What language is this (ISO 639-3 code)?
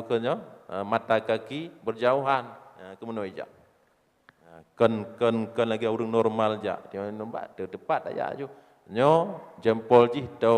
ace